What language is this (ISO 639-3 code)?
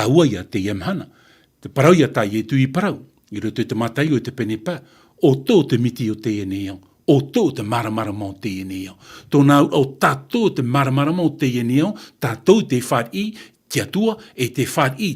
tah